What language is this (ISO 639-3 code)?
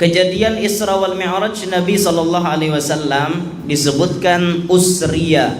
bjn